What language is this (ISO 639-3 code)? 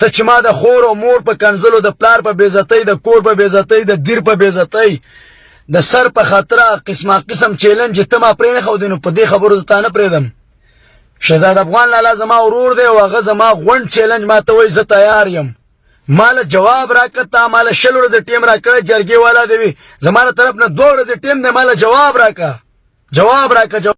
pus